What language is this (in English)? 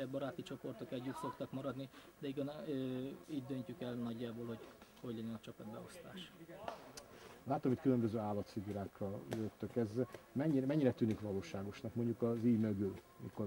Hungarian